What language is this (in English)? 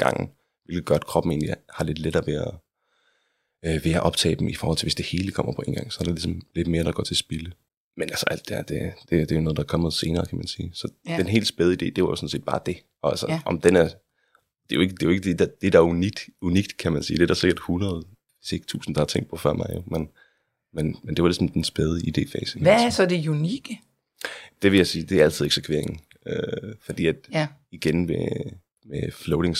Danish